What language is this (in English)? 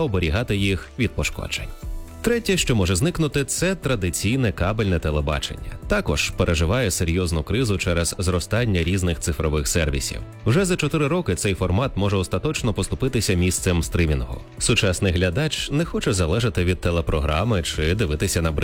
Ukrainian